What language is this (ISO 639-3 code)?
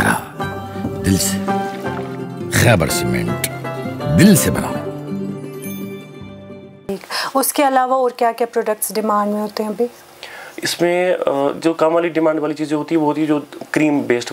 hin